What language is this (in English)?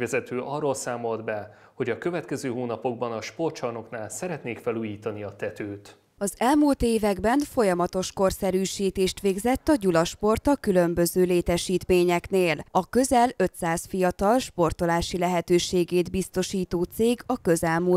Hungarian